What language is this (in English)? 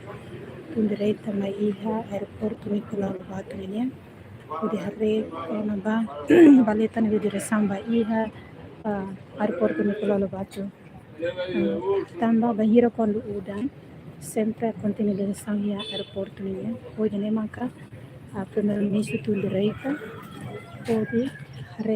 Tetum